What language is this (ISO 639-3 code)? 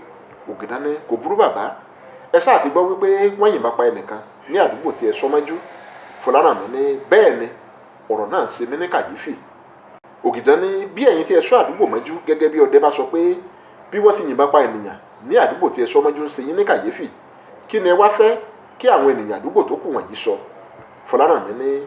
yor